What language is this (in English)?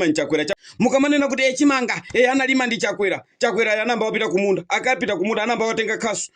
Nyanja